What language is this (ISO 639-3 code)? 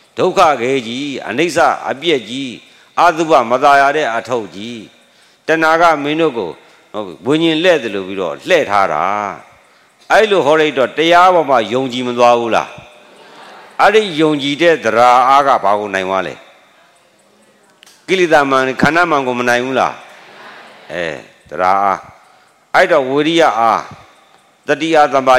mya